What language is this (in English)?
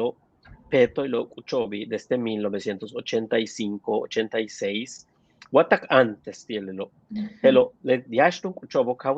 Yucateco